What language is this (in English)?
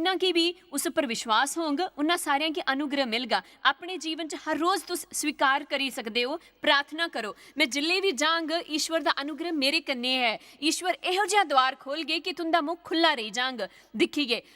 Dogri